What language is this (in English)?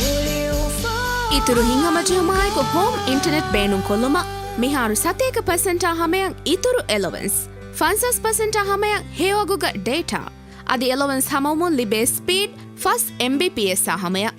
Divehi